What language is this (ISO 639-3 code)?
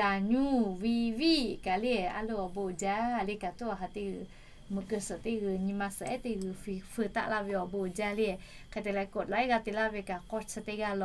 lhu